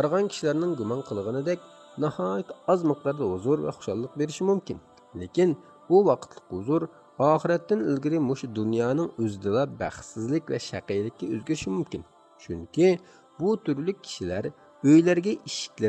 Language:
Uyghur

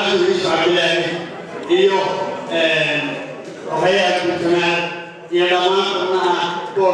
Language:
Somali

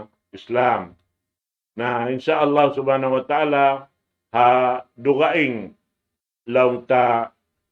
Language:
Tausug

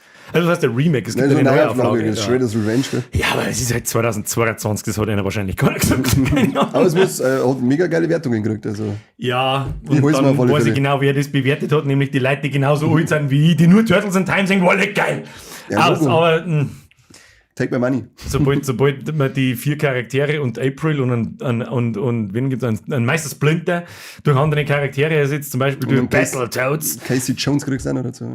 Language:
Bavarian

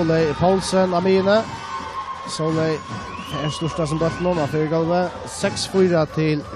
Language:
Faroese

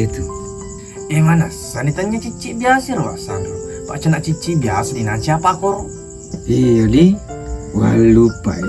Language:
Buginese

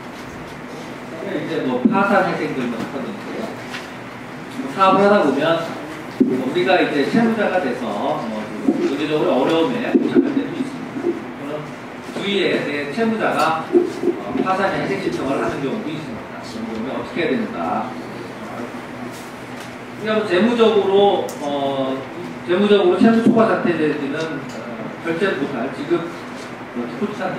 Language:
Korean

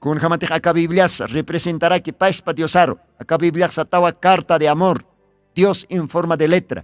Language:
Aymara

